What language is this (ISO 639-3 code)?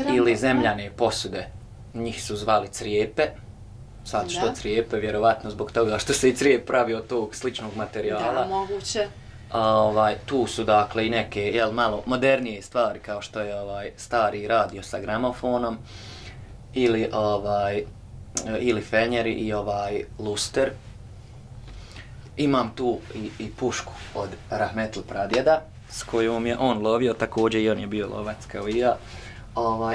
bos